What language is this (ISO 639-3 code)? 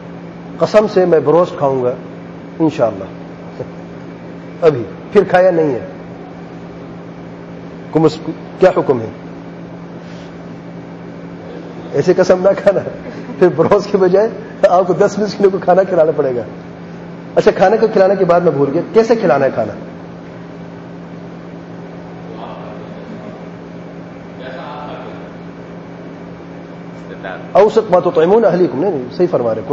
urd